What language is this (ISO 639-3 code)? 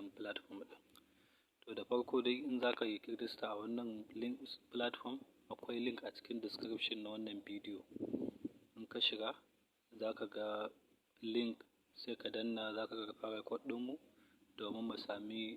hau